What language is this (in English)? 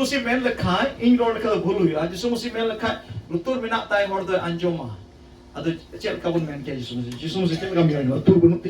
Santali